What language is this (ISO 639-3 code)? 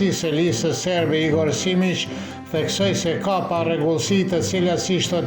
sqi